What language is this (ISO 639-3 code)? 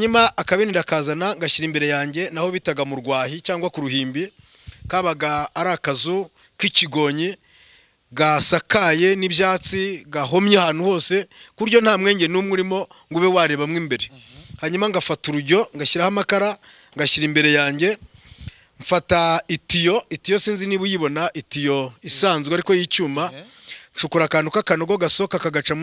kin